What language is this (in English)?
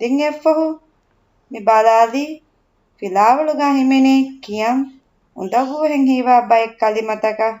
Divehi